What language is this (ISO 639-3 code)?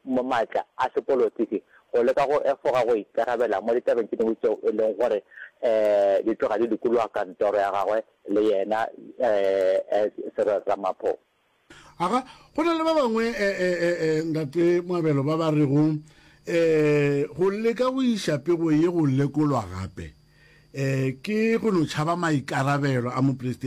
nso